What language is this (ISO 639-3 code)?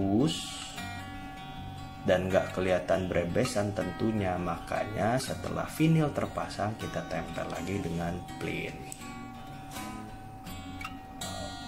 ind